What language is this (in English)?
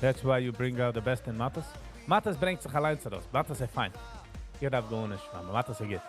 Yiddish